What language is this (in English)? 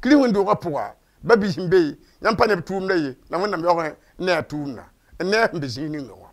Mossi